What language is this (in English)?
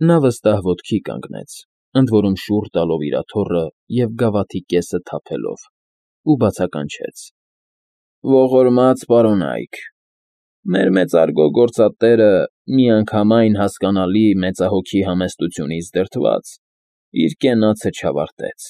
Armenian